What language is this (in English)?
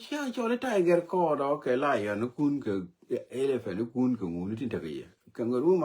Nuer